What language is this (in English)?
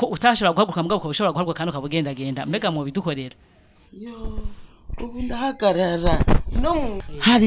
Rundi